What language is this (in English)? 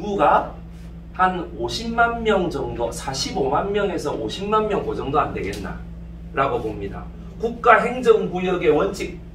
Korean